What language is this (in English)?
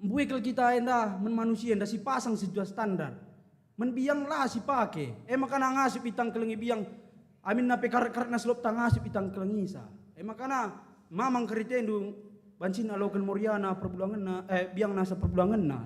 Batak Karo